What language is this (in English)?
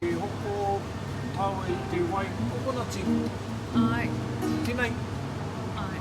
Māori